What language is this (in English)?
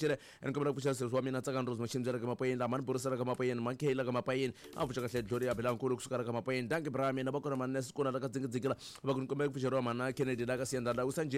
Tsonga